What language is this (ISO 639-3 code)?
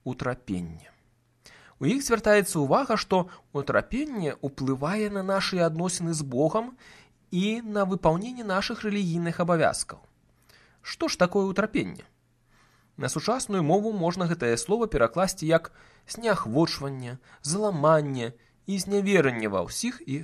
bel